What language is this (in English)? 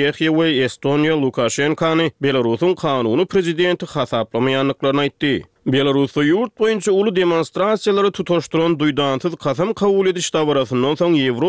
Turkmen